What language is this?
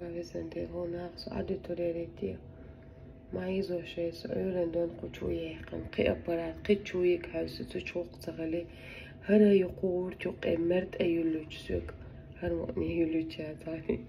Chechen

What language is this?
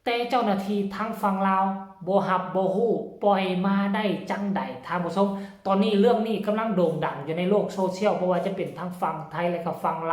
Northeastern Thai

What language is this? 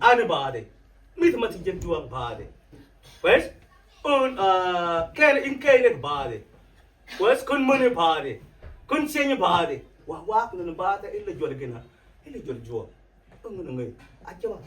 Mabaan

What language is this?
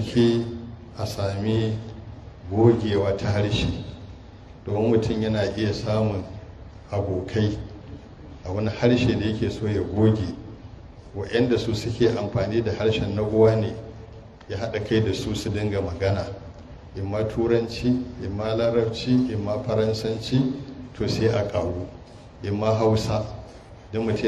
Hausa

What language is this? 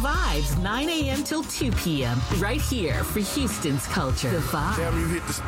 English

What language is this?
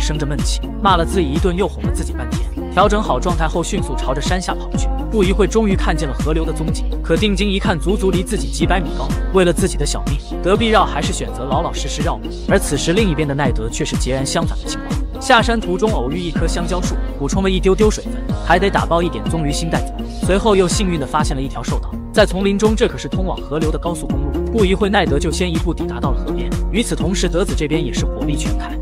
Chinese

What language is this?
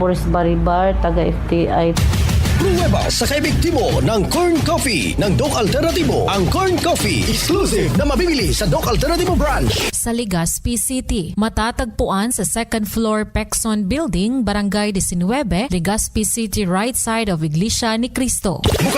Bikol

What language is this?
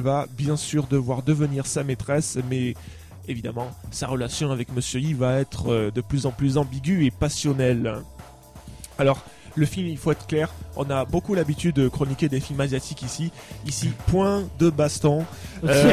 French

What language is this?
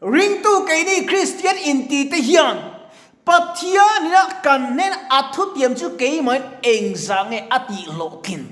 Mizo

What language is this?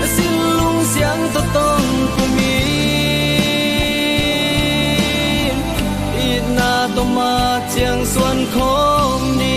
Tedim Chin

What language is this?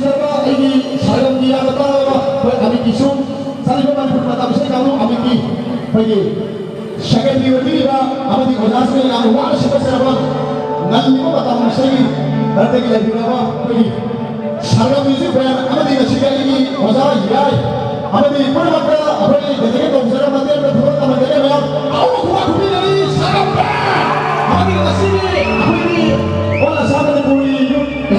Manipuri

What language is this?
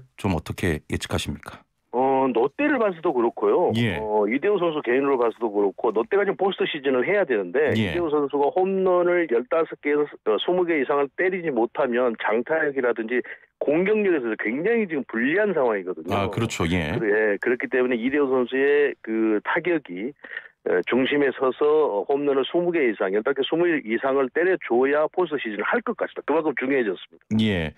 Korean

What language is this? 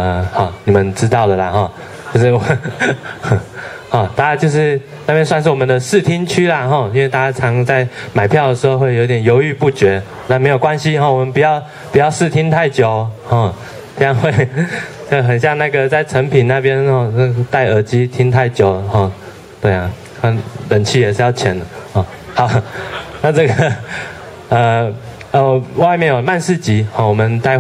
Chinese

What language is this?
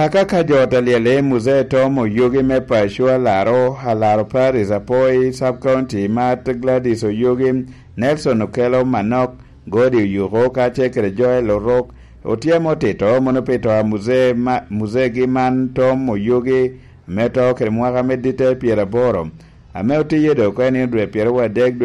Lango (Uganda)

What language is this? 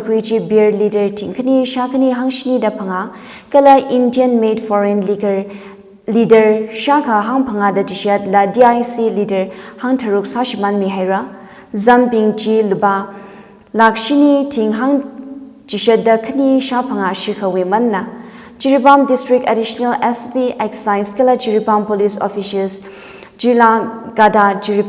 Tangkhul Naga (India)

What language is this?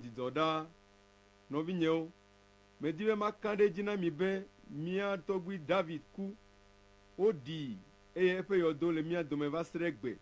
Ewe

